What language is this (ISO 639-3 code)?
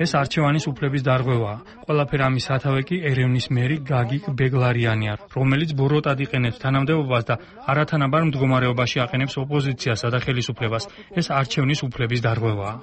kat